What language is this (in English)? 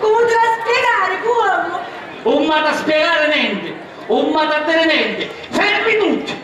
Sicilian